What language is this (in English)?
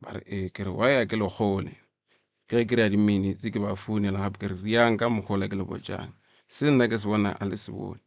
Northern Sotho